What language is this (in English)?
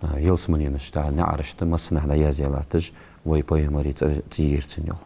Ingush